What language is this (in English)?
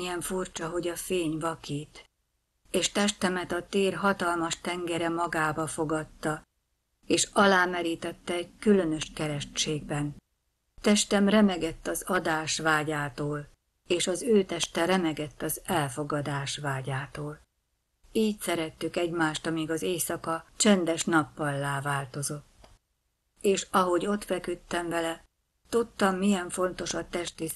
Hungarian